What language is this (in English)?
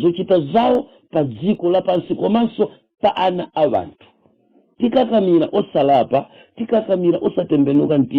Nyanja